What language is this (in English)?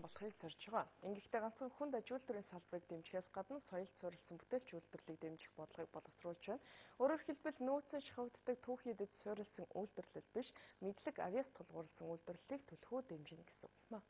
Mongolian